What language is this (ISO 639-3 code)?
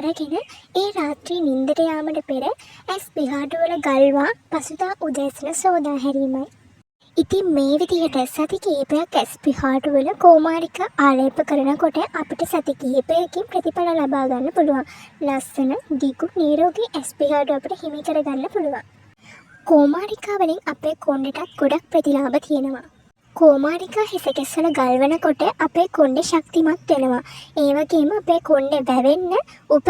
sin